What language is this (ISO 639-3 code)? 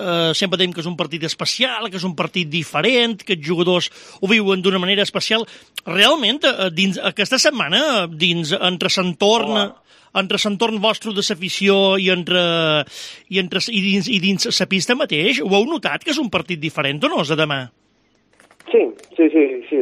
cat